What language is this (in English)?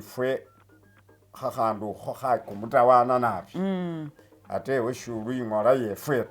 Masaaba